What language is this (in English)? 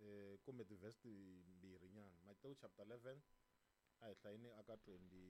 Tsonga